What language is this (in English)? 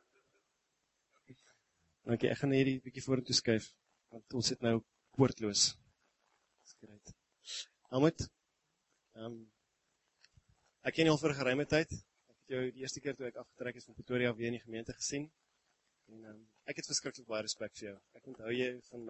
Afrikaans